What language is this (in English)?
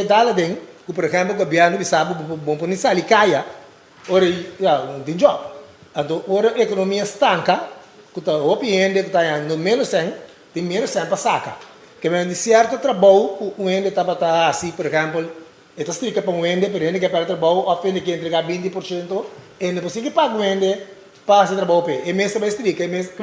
Papiamento